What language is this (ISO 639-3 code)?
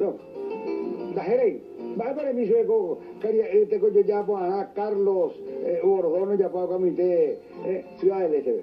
grn